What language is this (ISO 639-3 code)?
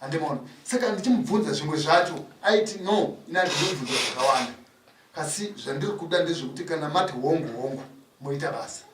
sna